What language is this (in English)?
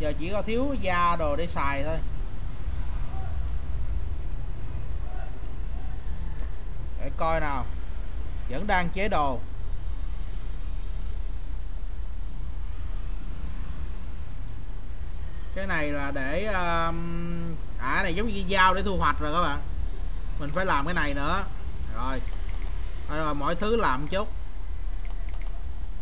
Vietnamese